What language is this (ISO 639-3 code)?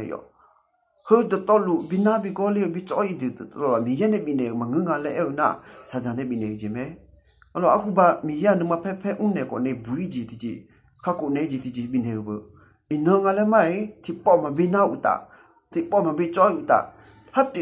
ahk